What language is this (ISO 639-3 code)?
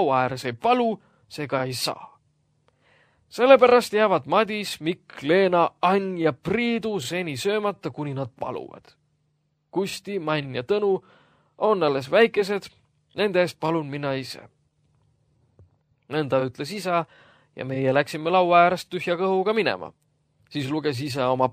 est